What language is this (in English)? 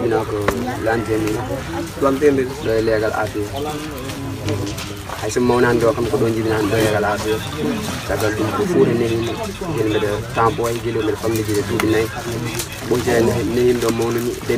Pular